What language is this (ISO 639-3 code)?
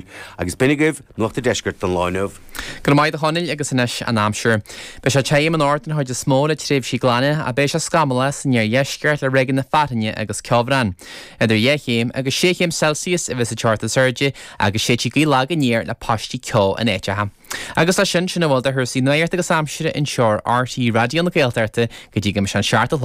gle